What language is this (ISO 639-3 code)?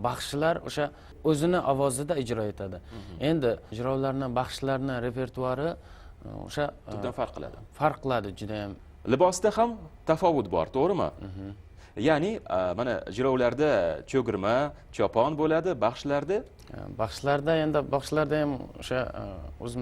kaa